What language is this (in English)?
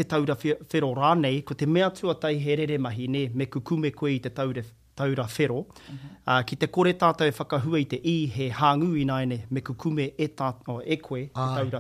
Māori